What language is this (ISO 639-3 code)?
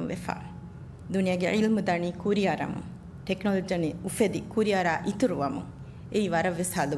div